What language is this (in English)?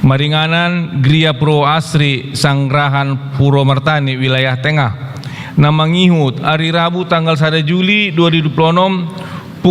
Batak Toba